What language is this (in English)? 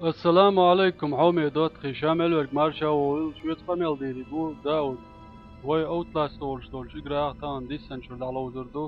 Chechen